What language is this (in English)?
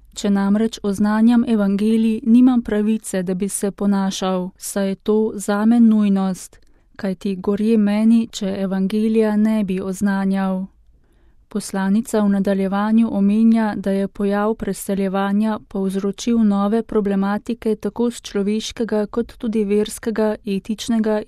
Slovenian